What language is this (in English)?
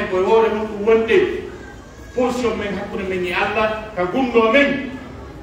Pular